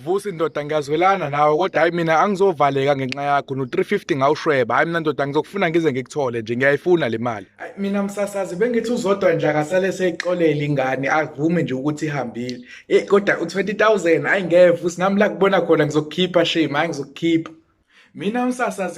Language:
Zulu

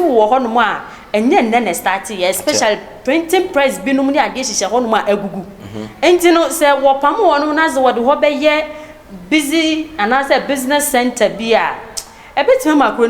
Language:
Akan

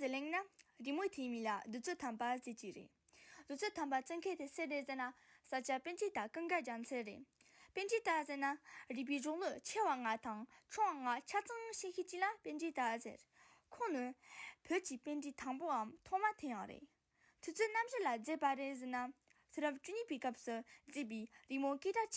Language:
Tibetan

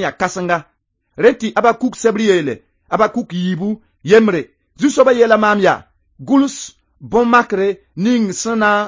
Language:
Mossi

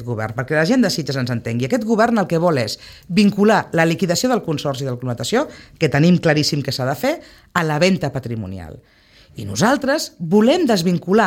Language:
Catalan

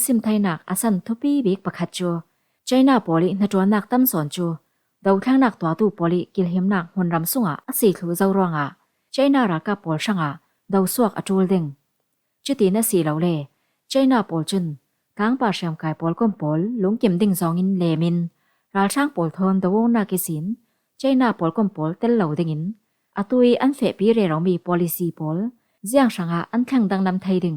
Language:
Falam Chin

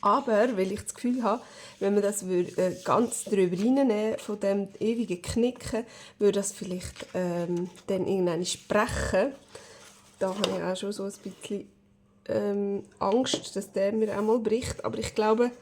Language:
Swiss German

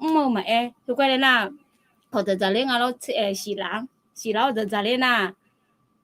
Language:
Akha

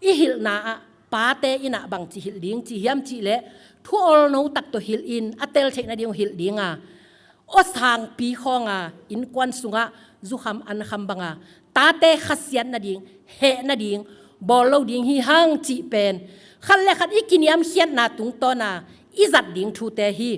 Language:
Tedim Chin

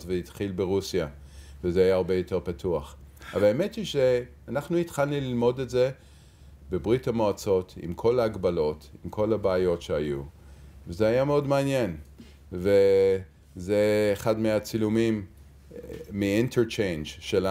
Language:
Hebrew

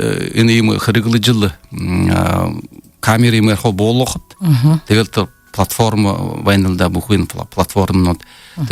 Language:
Buriat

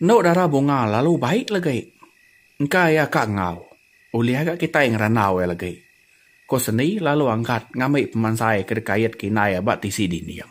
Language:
Iban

